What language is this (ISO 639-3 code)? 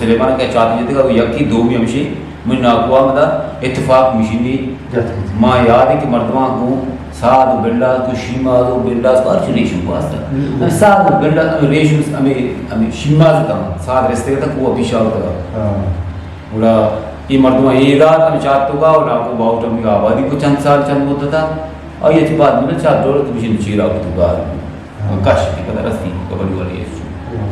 bgp